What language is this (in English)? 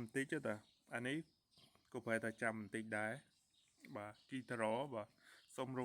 Khmer